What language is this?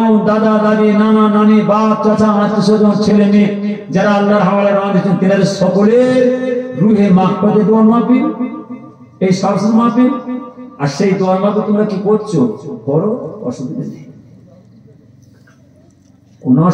Bangla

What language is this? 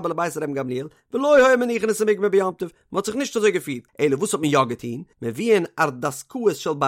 Yiddish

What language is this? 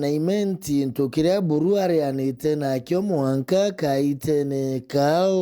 Meru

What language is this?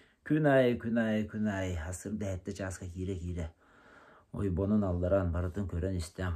Yakut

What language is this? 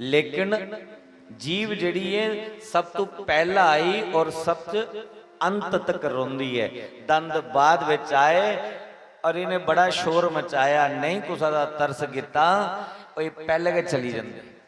Dogri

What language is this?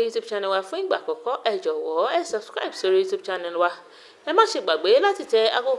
Yoruba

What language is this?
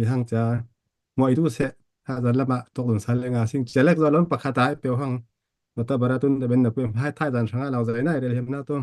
Falam Chin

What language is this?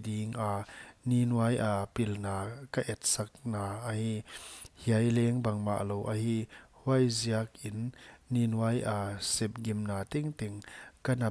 Paite Chin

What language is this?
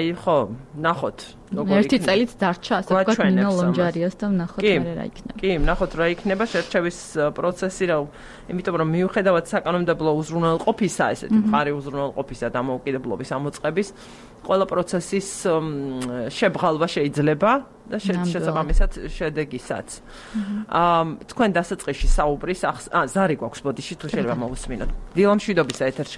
Georgian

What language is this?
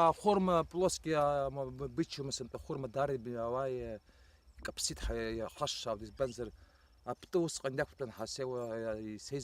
Abkhazian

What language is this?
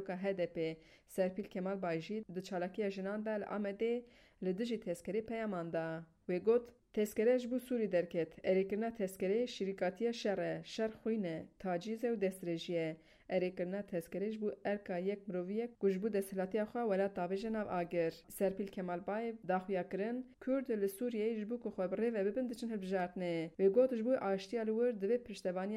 Kurdish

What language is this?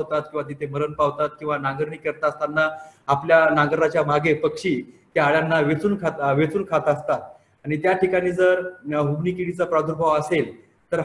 Marathi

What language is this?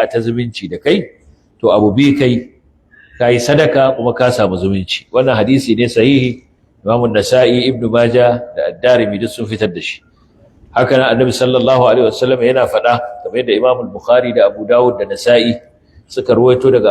Hausa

